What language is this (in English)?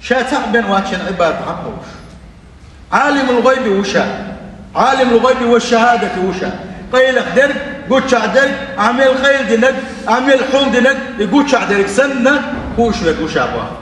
Chechen